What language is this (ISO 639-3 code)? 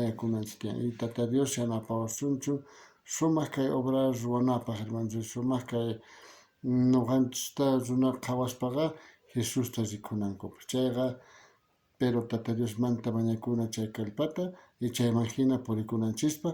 quh